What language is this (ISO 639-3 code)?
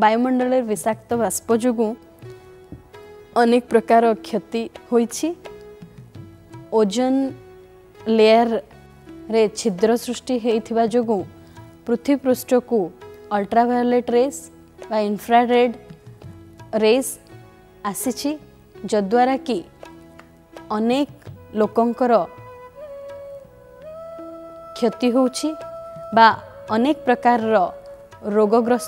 ori